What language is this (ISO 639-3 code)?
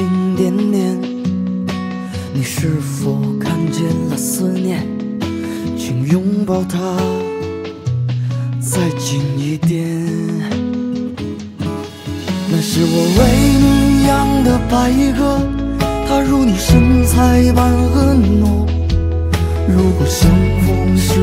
zho